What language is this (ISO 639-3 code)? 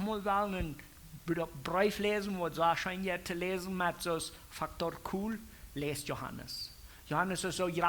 pdt